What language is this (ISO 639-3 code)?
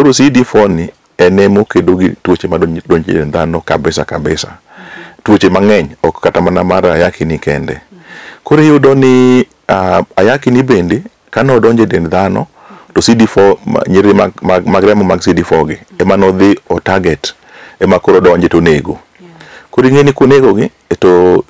luo